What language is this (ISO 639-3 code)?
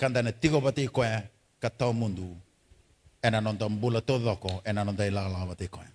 fij